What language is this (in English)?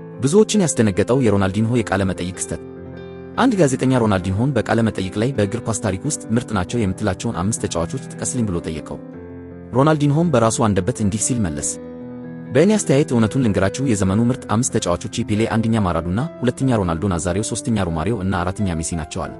Amharic